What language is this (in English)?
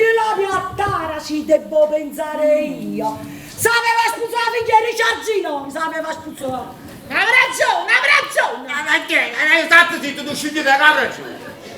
Neapolitan